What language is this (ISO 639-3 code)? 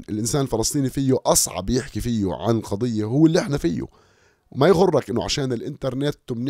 apc